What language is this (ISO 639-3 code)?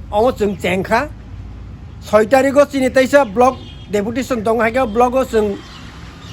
trp